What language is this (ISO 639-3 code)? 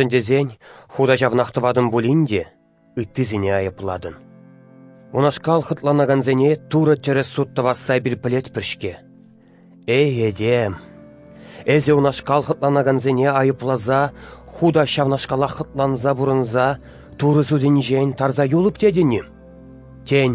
chv